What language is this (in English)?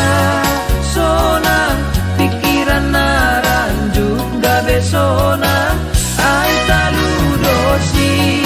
Batak Simalungun